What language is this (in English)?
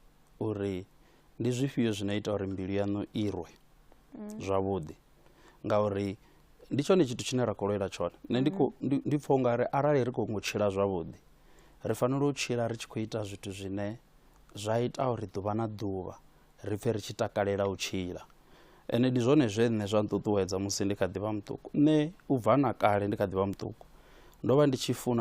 Venda